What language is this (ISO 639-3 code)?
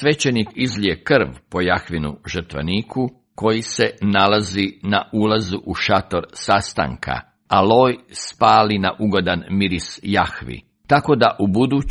hrv